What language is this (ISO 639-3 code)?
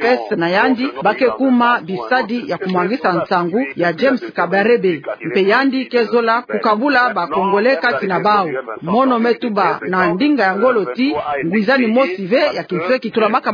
ktu